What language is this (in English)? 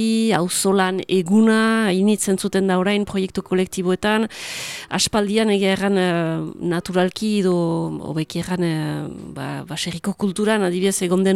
Basque